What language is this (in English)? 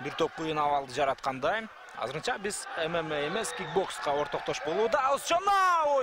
Kyrgyz